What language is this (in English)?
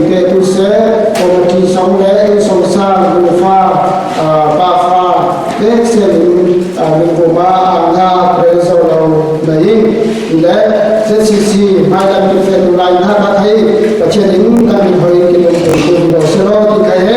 Falam Chin